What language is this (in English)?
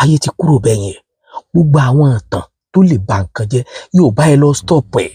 Yoruba